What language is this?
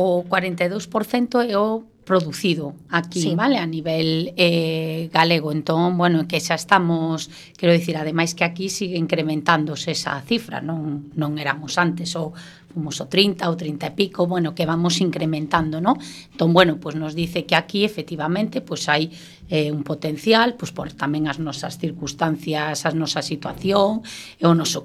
Galician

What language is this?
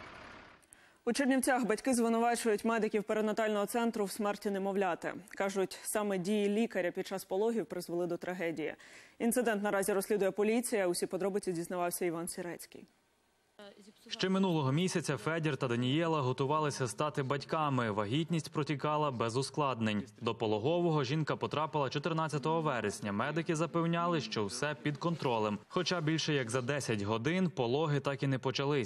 Ukrainian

